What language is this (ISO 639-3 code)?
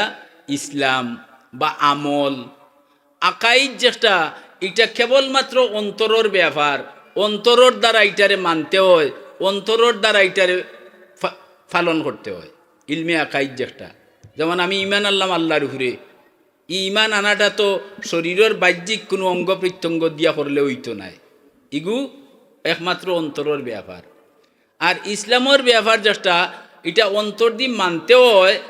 syl